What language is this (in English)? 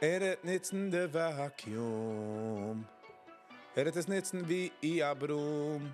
Yiddish